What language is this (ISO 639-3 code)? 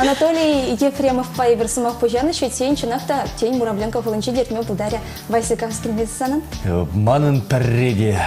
chv